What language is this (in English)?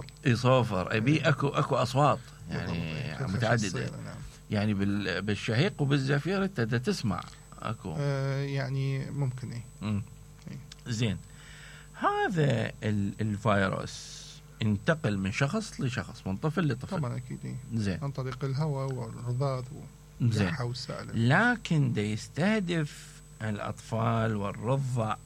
Mesopotamian Arabic